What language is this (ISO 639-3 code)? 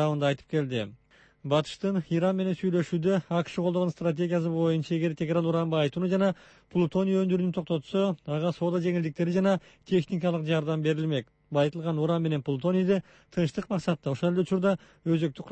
kir